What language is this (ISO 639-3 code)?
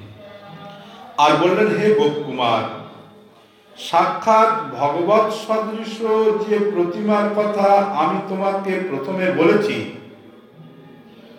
ben